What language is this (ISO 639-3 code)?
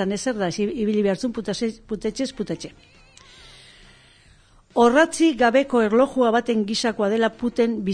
eus